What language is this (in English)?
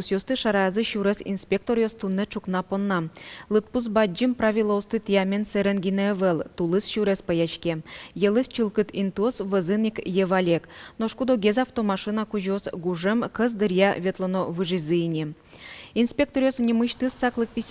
Udmurt